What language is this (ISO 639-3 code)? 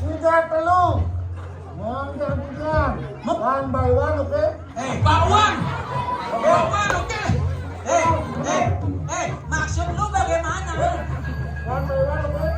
ban